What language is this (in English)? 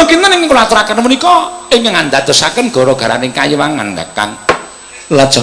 Javanese